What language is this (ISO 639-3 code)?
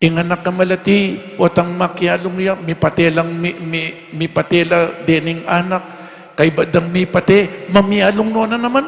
pam